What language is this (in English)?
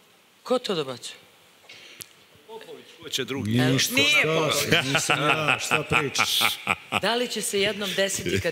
Serbian